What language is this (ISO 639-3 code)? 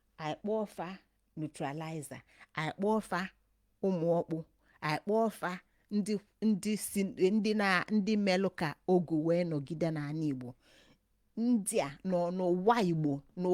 ibo